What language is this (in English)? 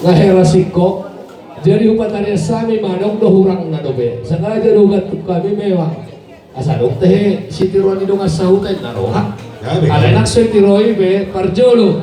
Batak Toba